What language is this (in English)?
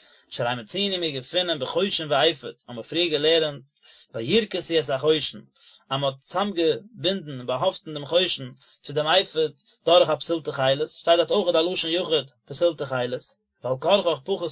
Yiddish